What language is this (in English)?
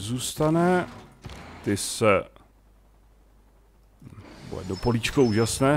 Czech